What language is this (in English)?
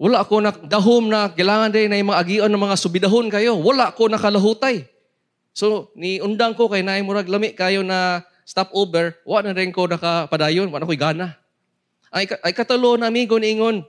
Cebuano